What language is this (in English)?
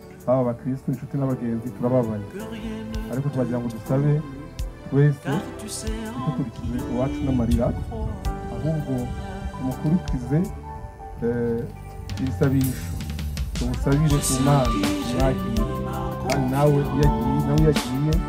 Kinyarwanda